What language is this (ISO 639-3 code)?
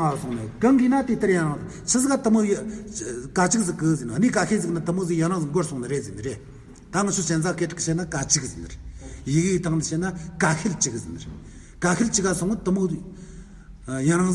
adx